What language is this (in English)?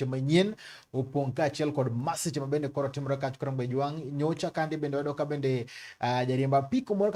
Luo (Kenya and Tanzania)